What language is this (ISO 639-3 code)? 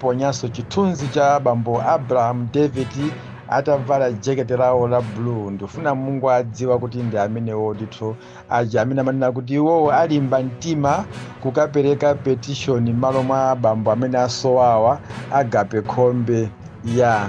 nya